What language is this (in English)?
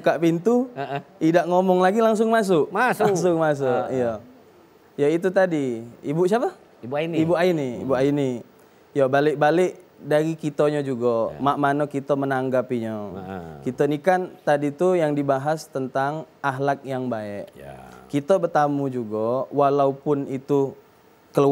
Musi